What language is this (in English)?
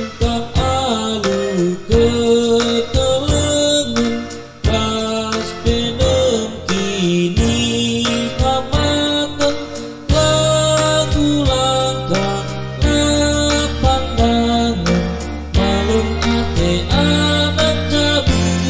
Batak Karo